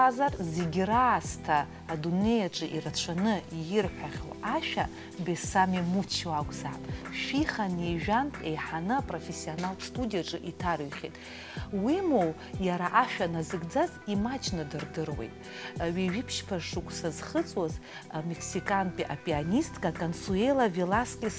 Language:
Abkhazian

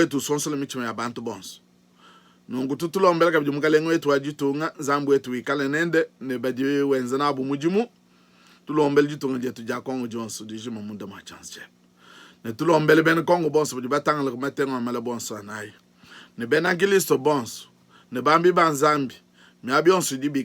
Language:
Luba-Lulua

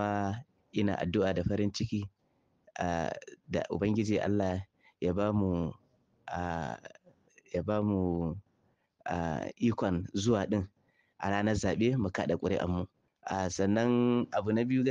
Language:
Hausa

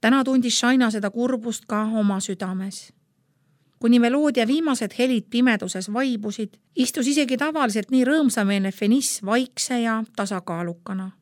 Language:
Estonian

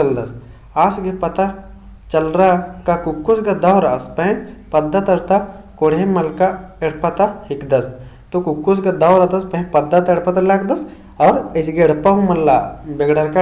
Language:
Kurukh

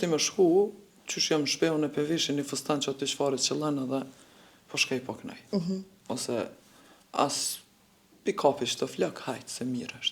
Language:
Albanian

